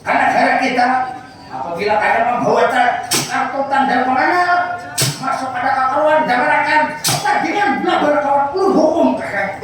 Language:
Banjar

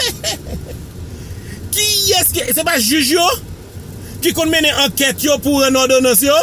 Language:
Haitian Creole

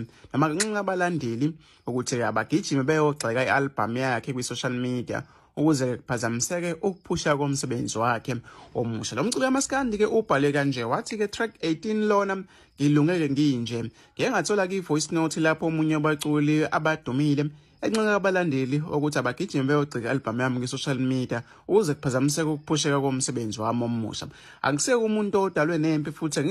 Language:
Zulu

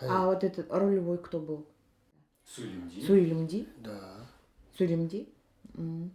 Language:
Nanai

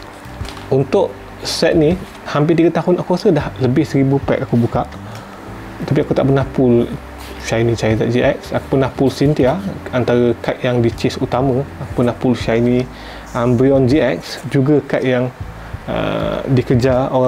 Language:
Malay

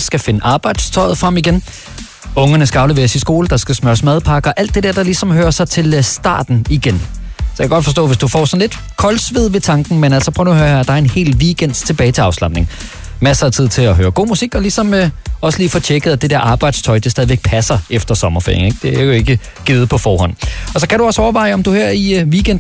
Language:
Danish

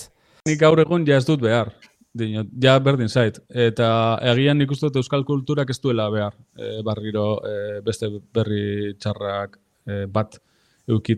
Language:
Basque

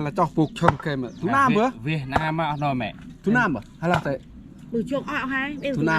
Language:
Central Mnong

